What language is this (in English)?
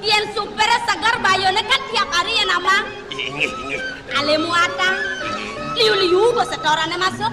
Balinese